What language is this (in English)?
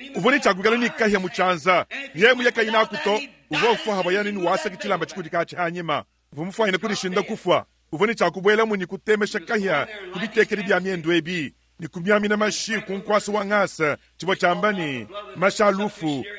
Luba-Lulua